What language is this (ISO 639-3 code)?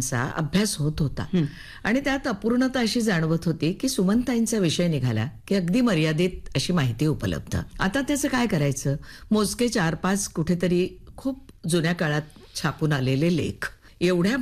mar